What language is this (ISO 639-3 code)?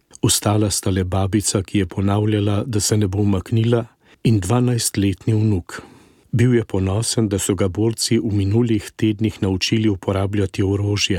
slv